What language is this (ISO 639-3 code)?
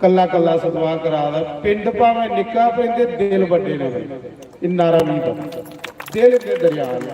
doi